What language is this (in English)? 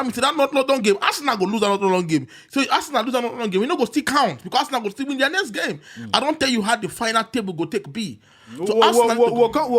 Nigerian Pidgin